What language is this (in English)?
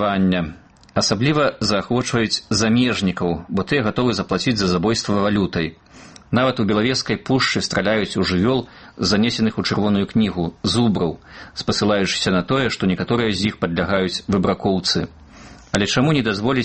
Belarusian